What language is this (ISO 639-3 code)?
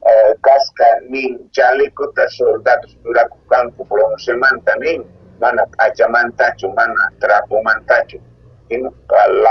quh